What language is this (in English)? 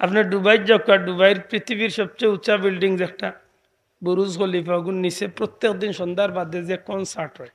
Sylheti